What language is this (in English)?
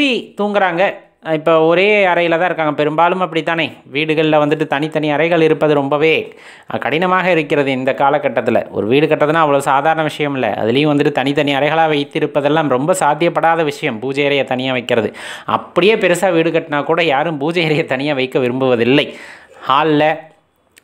Tamil